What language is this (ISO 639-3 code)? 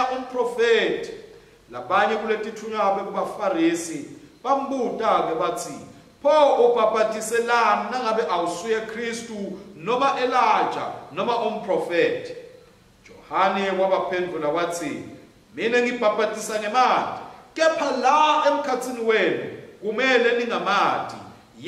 ssw